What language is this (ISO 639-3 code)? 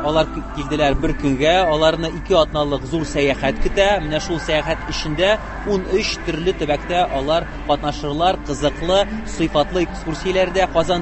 tat